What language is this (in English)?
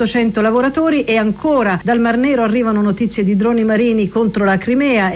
Italian